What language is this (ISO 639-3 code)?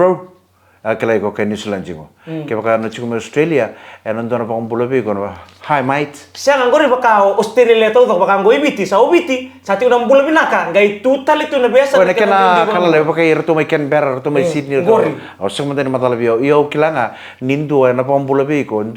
fij